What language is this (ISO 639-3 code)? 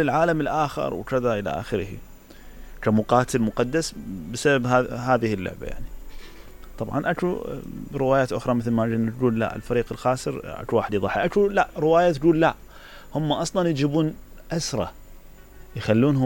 acm